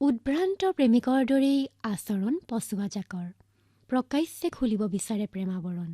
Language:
Assamese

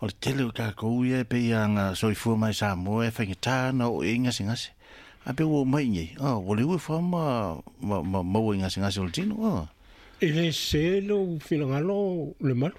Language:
Samoan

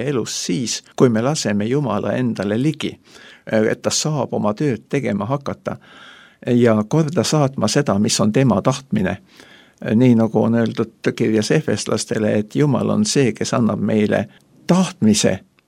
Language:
Estonian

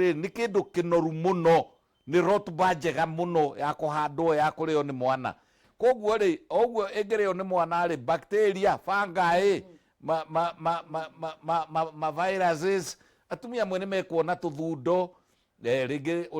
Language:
Kikuyu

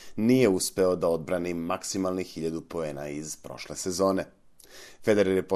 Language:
Serbian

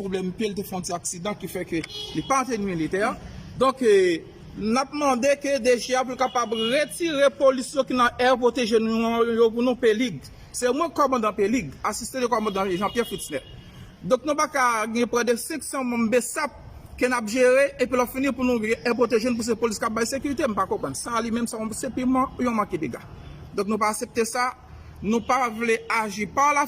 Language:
Haitian Creole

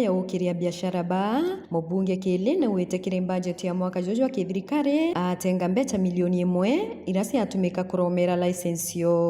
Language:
Meru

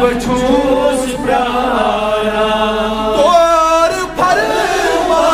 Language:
Kashmiri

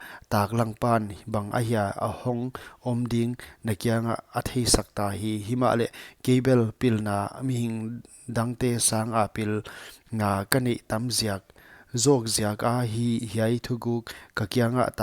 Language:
Paite Chin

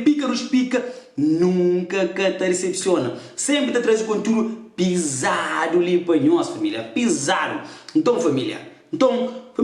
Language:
Kabuverdianu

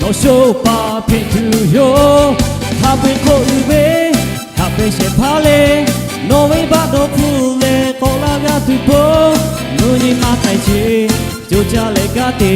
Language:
Lahu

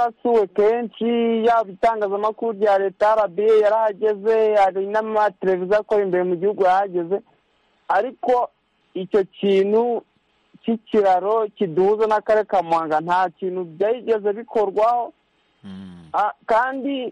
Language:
Kinyarwanda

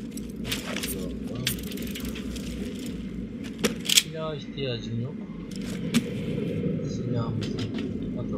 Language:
Turkish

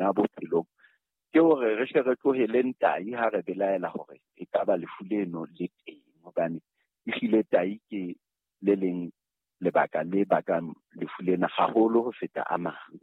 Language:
Southern Sotho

